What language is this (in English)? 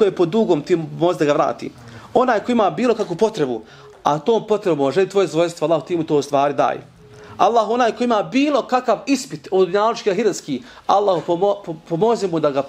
Bosnian